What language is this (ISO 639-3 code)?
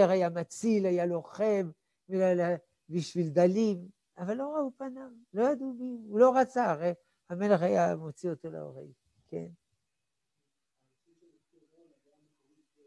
heb